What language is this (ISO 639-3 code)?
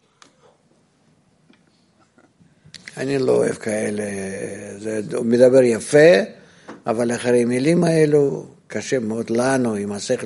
heb